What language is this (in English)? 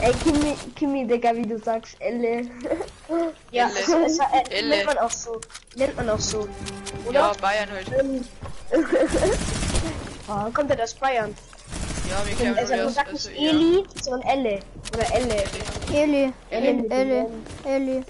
Bavarian